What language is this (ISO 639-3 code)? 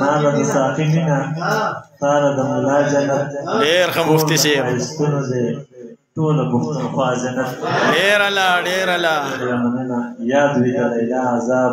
pus